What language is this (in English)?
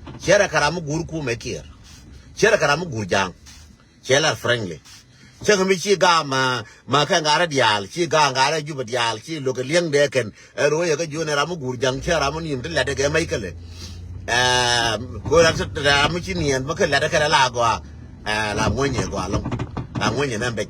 Nuer